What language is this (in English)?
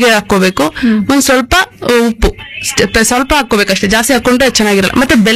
Kannada